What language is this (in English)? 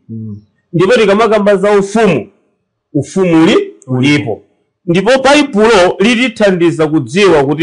Nyanja